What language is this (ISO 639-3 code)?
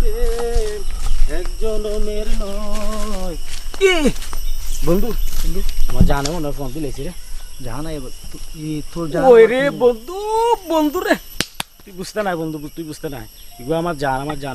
syl